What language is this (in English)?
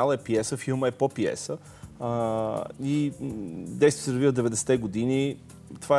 Bulgarian